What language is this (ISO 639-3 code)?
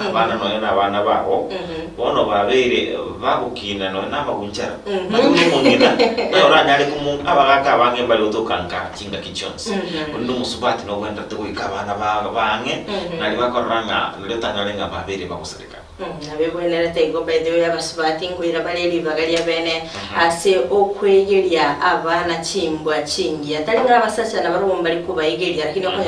guz